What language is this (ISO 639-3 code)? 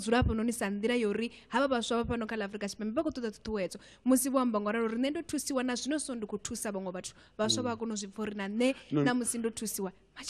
ven